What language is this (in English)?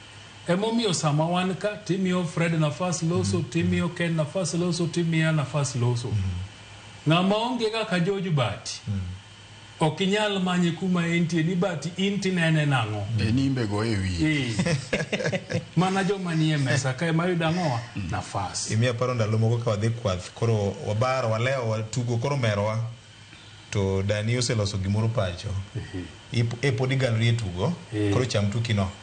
Luo (Kenya and Tanzania)